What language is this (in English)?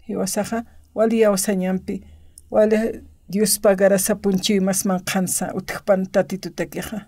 Aymara